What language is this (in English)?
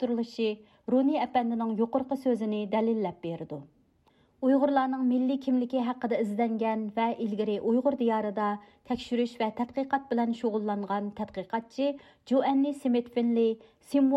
Uyghur